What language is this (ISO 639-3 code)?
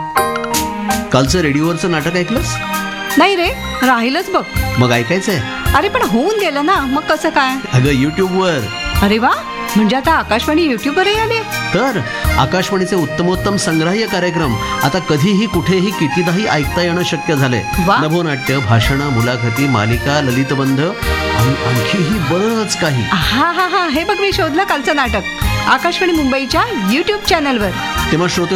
mar